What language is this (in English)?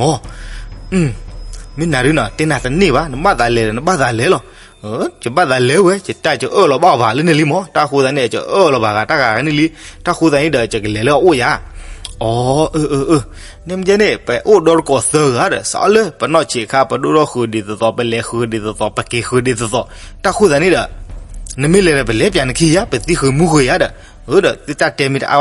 S'gaw Karen